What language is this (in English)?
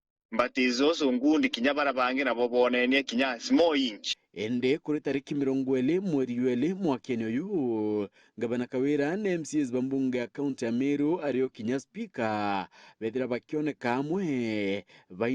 Meru